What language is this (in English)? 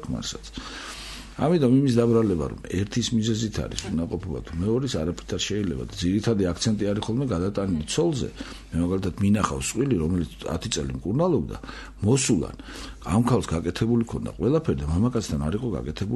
Georgian